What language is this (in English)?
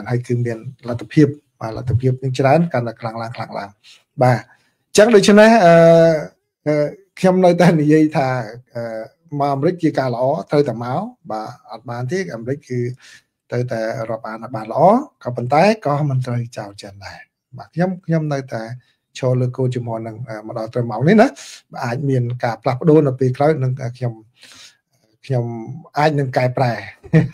Khmer